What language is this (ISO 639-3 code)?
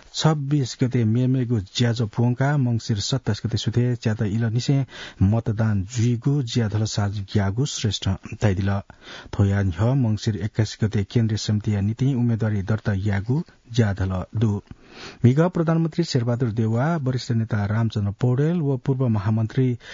new